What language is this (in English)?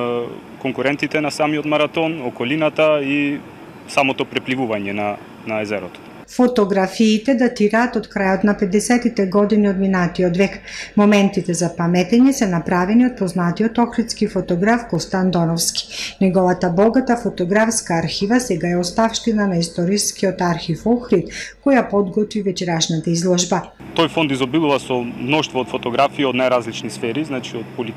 Macedonian